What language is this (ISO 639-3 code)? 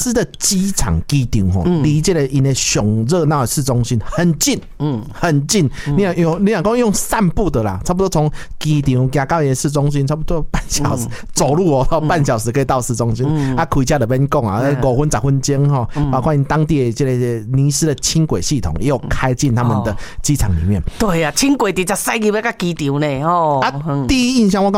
nan